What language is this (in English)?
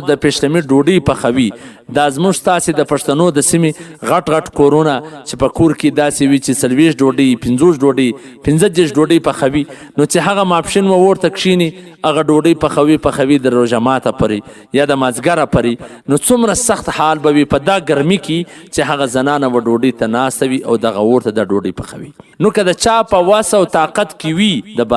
Pashto